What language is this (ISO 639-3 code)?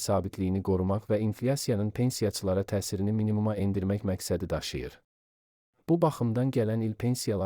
aze